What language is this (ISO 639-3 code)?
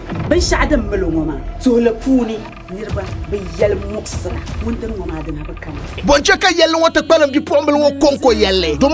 dag